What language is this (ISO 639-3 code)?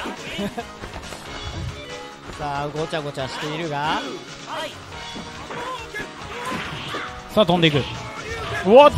jpn